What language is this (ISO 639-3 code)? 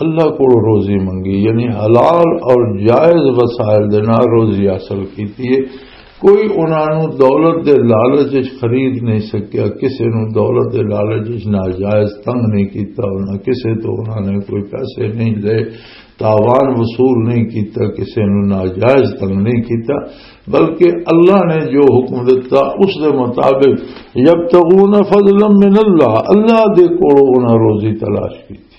lah